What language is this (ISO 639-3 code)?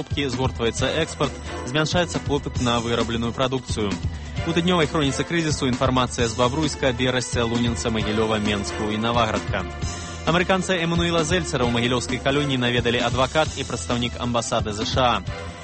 bel